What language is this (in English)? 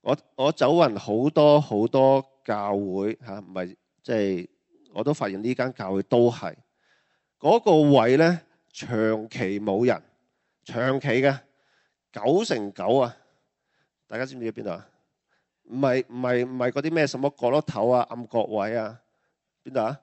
Cantonese